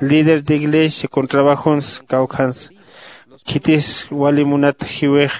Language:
Aymara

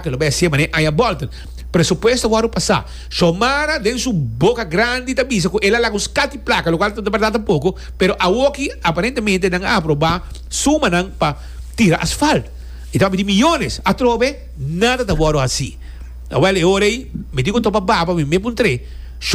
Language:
Papiamento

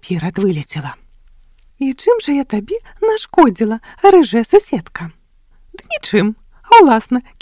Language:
Belarusian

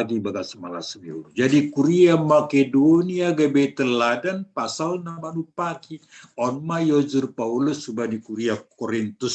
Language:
Batak Simalungun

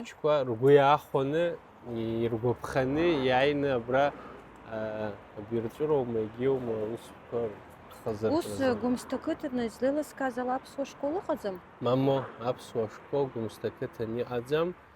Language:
Abkhazian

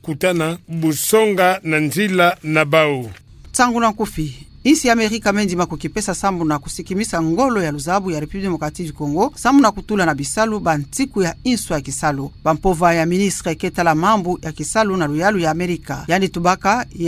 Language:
Kituba (Democratic Republic of Congo)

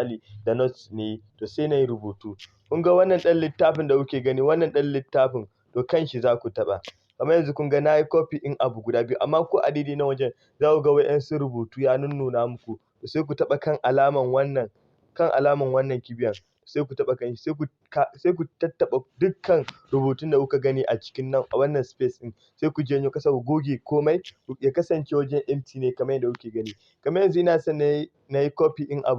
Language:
Hausa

